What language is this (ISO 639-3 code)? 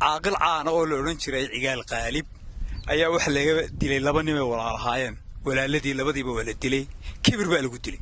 som